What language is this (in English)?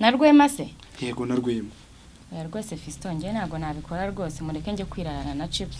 Kinyarwanda